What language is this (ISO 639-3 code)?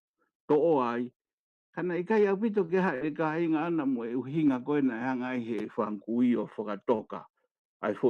ton